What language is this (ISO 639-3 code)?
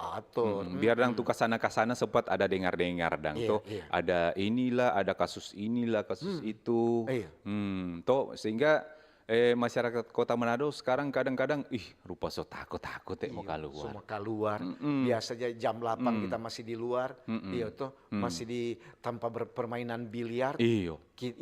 xmm